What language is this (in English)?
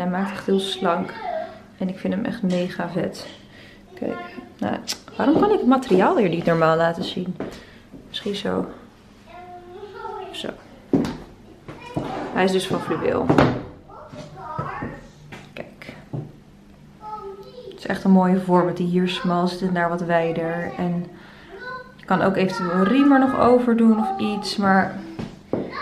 Dutch